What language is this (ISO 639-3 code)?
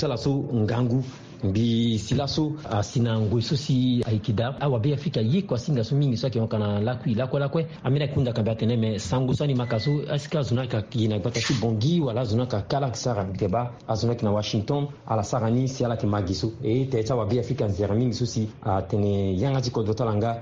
sag